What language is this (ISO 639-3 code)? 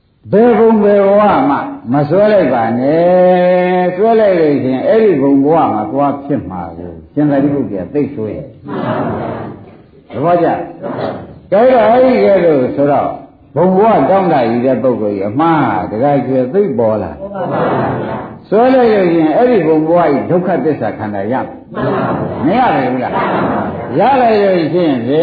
mya